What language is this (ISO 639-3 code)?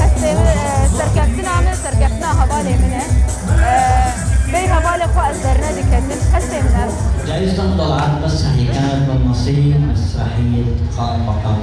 kur